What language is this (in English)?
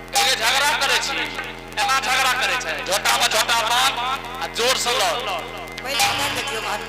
Angika